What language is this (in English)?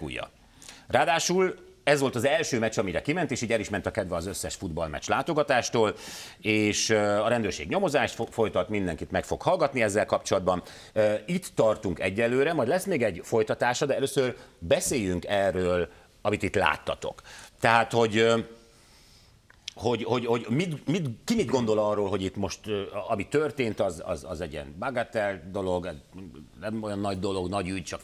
Hungarian